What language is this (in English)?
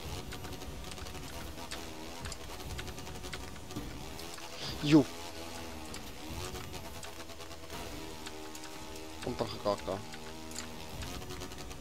Afrikaans